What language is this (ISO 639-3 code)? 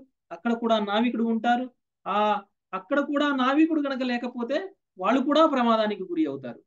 tel